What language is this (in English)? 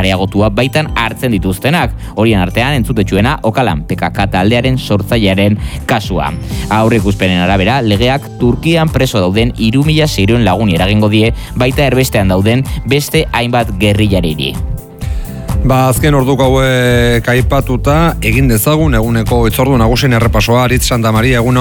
Basque